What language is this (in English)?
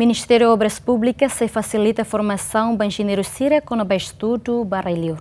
Tetum